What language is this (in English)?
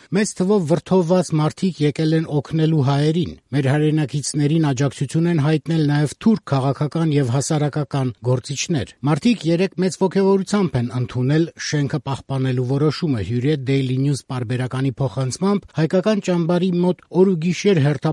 Armenian